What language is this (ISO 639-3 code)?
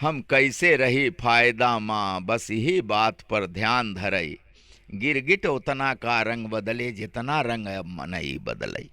awa